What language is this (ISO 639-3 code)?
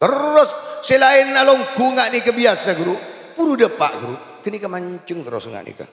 mad